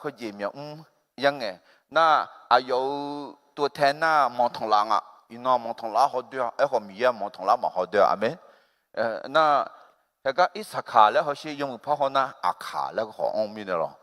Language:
Akha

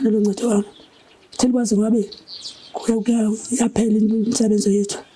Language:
Zulu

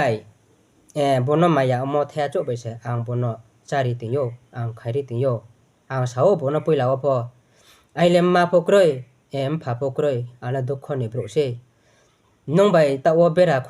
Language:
Riang (India)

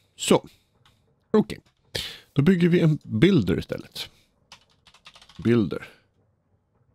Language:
Swedish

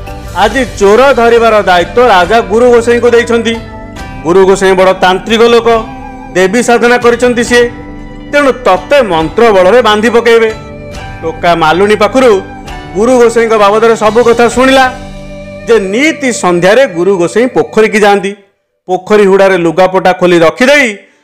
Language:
Odia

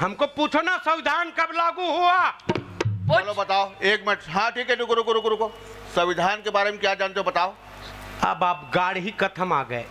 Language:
Chhattisgarhi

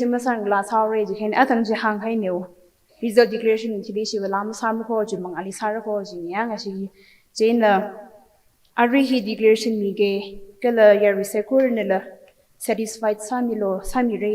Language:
Tangkhul Naga (India)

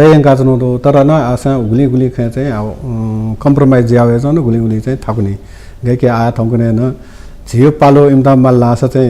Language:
Newari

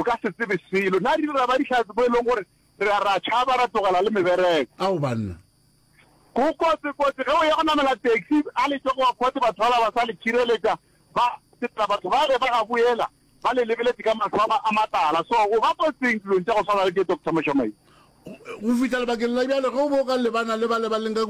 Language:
Northern Sotho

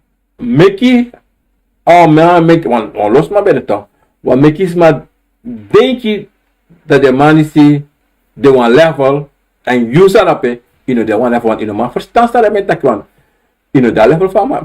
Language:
Sranan Tongo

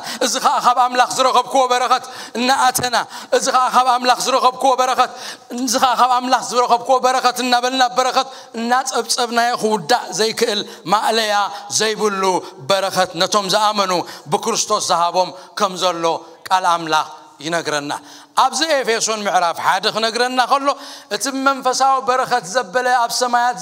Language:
Tigrinya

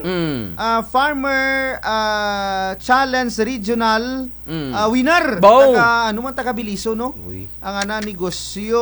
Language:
Kinaray-a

